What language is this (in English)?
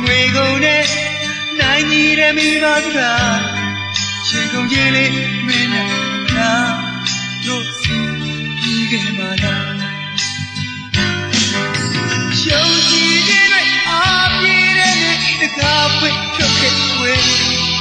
Burmese